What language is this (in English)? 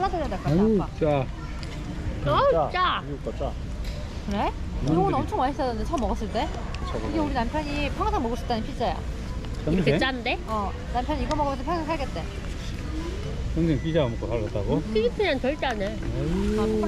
Korean